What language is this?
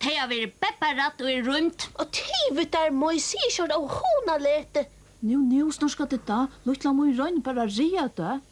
Faroese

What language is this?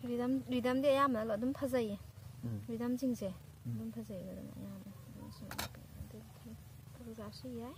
Manipuri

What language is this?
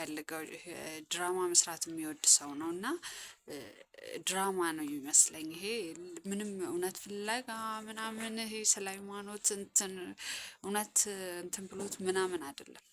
Amharic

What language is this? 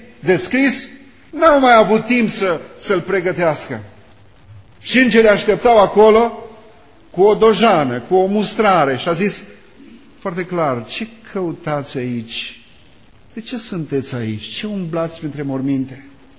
Romanian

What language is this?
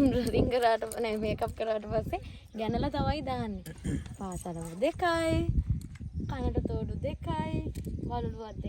Sinhala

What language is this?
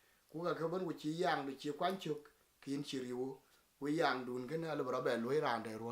Dinka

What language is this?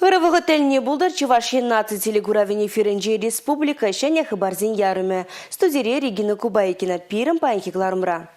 Chuvash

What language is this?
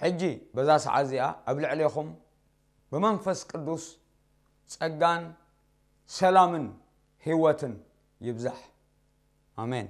Tigrinya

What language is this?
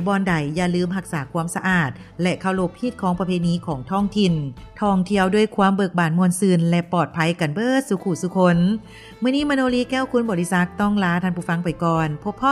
Lao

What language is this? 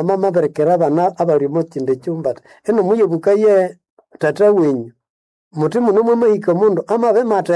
Nande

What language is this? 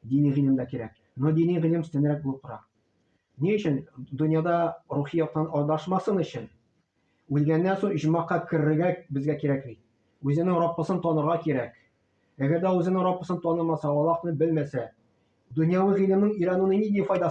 Tatar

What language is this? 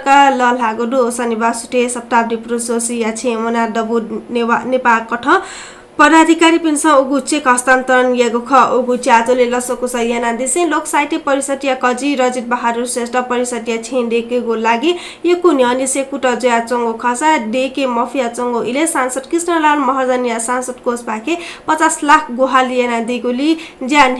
Newari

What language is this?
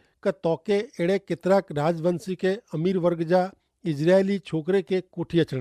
Kachhi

